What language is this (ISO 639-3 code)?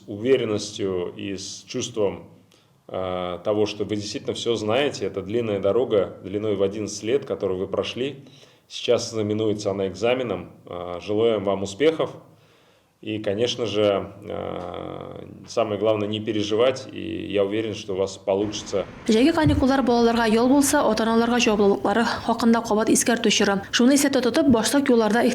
tat